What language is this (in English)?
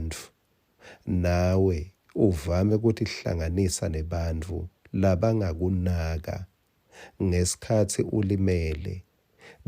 Swati